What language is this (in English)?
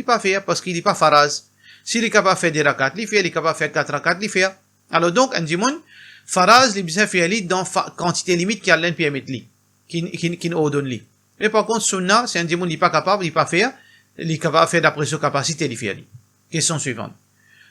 Morisyen